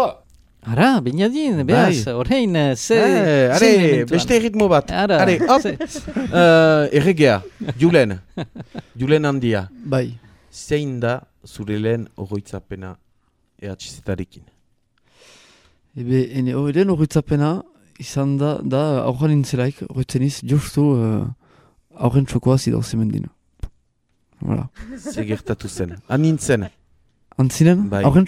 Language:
Basque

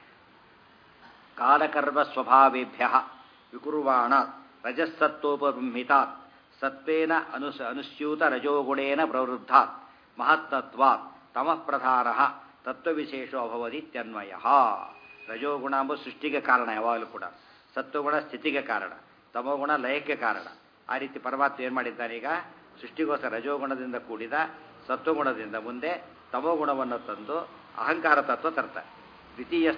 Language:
Kannada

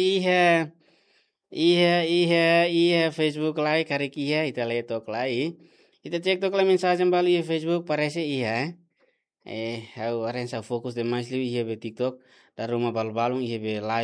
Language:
Tetum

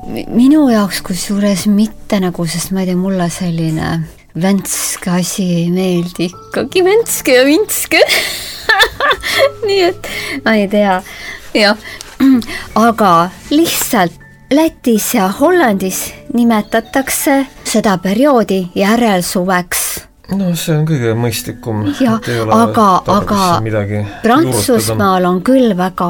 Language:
Estonian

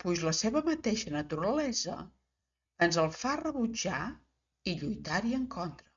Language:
Catalan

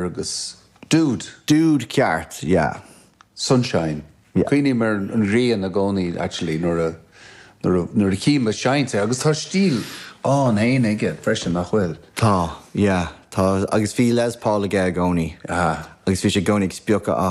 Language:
Irish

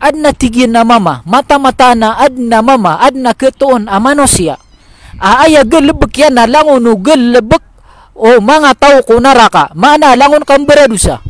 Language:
Maranao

